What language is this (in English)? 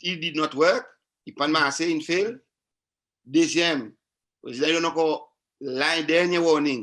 Seselwa Creole French